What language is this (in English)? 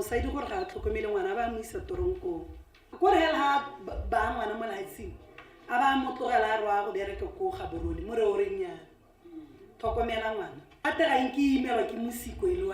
Tswana